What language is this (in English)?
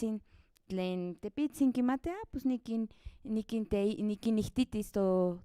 Central Nahuatl